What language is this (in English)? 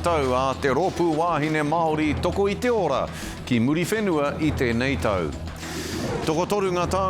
Māori